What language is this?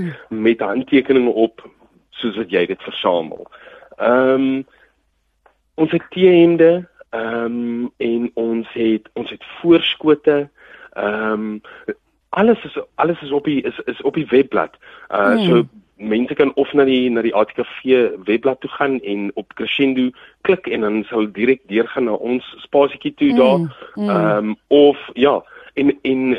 Afrikaans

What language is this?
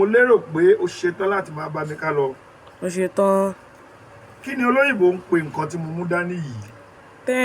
Yoruba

